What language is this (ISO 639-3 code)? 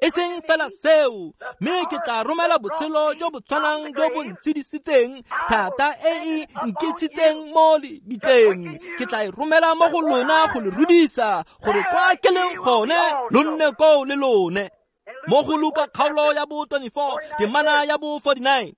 tsn